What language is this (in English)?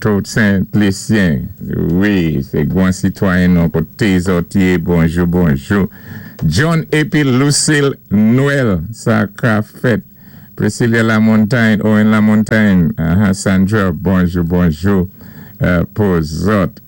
Saint Lucian Creole French